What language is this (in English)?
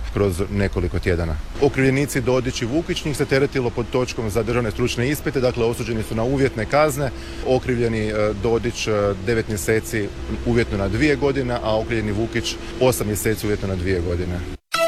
Croatian